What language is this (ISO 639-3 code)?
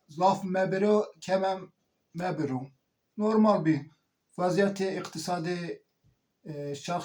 zza